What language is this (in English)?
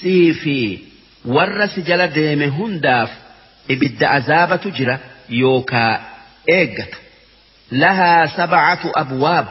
Oromo